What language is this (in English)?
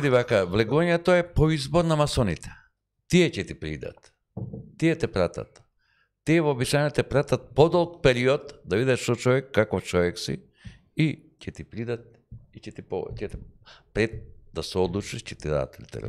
Macedonian